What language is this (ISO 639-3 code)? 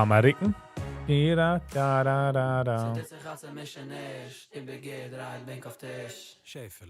yid